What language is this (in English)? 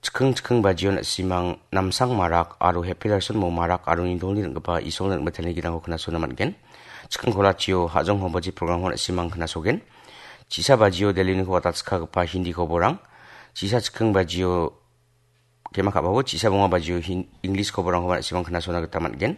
Garo